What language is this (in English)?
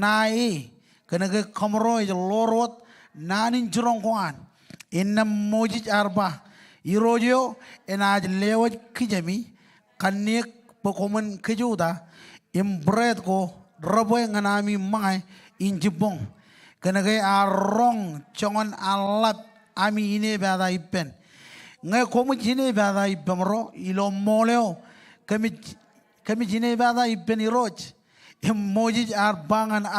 Marshallese